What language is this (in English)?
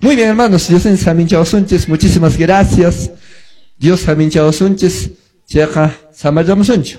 Quechua